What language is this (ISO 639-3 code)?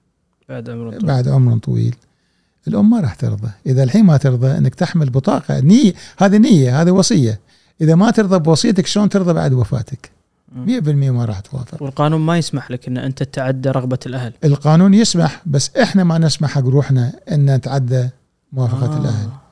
afb